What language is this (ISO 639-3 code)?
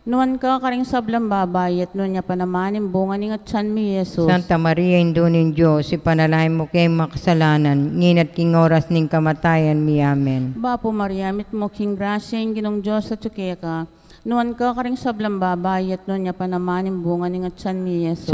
pam